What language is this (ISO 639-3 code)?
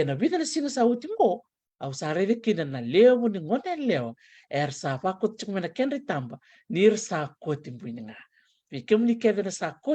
fij